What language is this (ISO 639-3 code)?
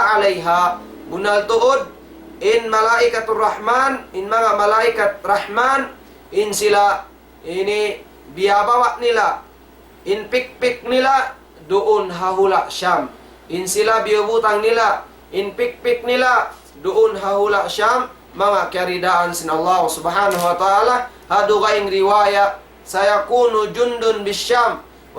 tsg